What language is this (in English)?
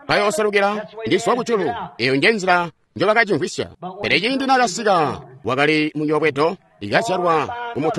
Tonga (Zambia)